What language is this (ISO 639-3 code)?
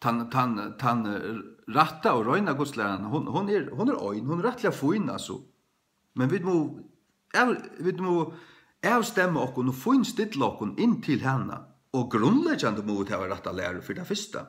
fao